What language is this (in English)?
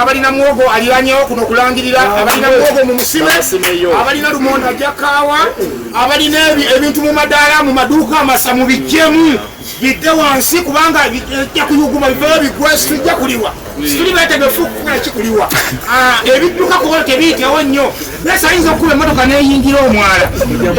Ganda